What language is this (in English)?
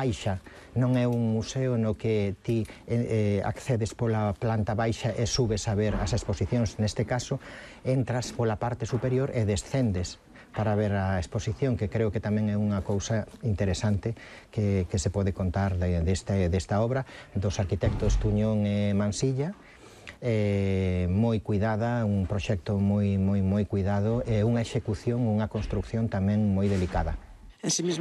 Galician